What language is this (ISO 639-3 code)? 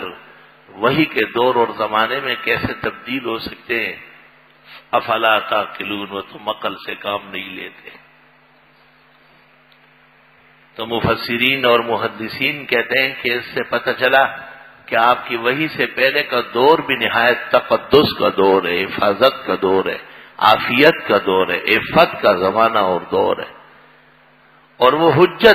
urd